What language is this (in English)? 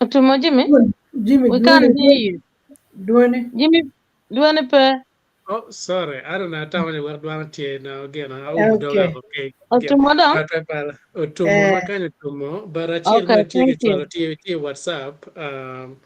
Acoli